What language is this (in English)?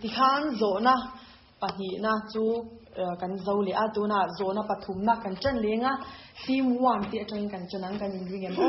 Mizo